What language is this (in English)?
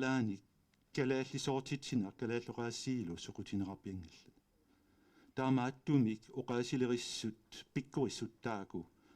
Kalaallisut